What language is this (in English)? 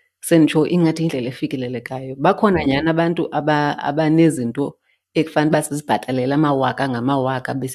Xhosa